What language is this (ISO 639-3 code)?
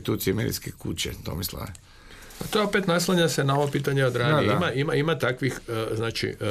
hrv